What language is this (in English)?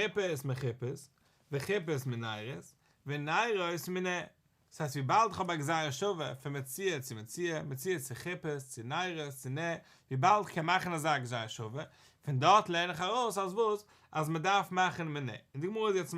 Yiddish